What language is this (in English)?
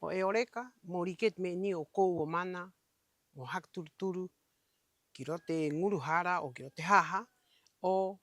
Rapanui